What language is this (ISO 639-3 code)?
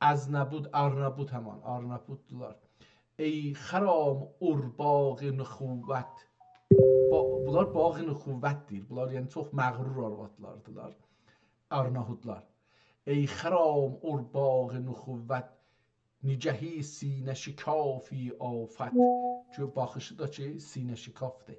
azb